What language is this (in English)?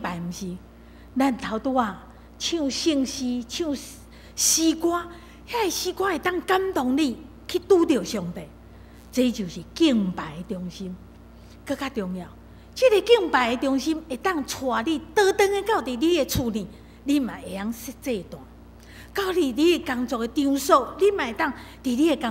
Min Nan Chinese